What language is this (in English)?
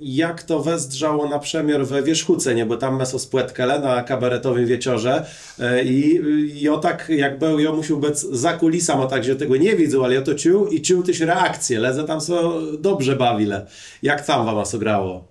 Kashubian